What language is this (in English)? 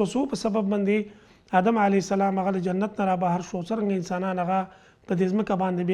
Pashto